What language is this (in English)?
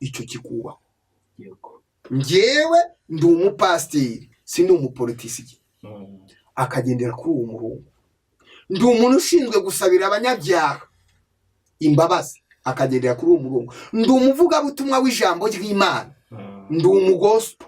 Kinyarwanda